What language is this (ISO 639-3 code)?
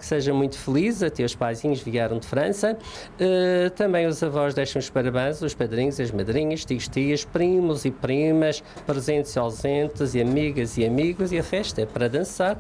por